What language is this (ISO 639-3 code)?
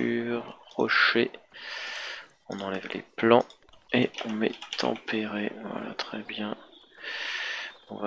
fra